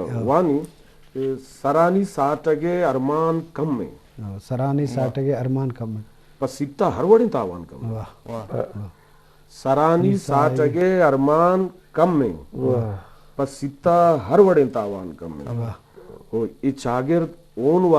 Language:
Eastern Balochi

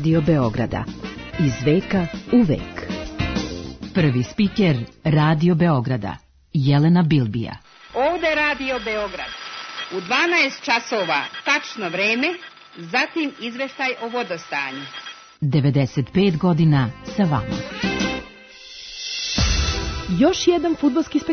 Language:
Serbian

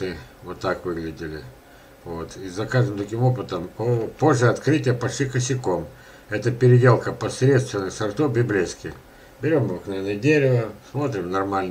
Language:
Russian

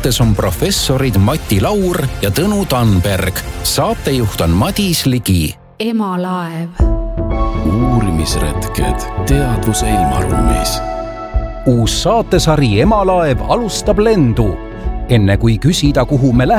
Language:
Estonian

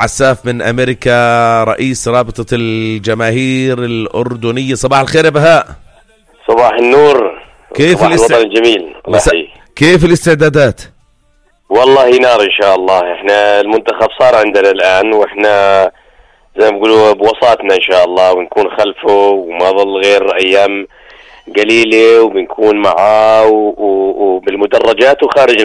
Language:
North Levantine Arabic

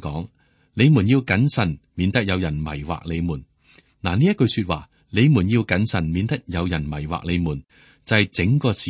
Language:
Cantonese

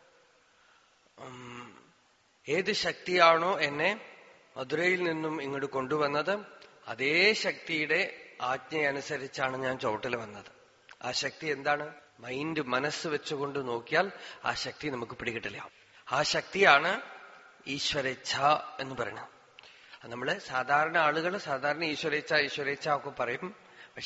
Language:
Malayalam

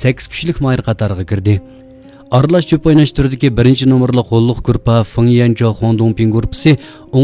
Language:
Uyghur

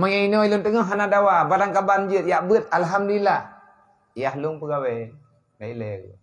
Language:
Achinese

